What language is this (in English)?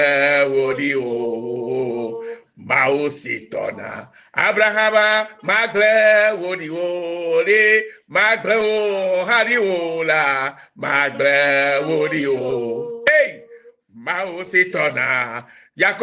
Ewe